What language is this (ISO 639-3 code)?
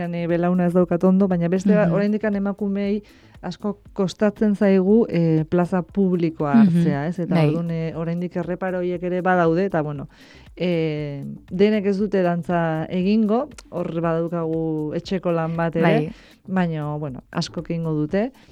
eus